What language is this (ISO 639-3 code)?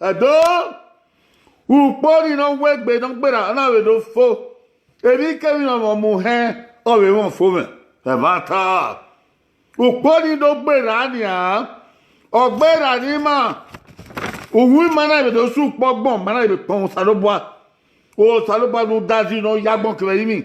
bin